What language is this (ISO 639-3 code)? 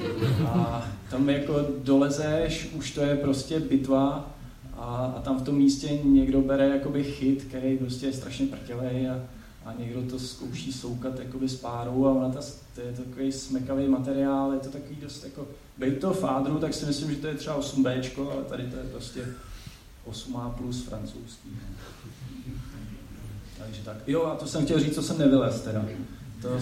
ces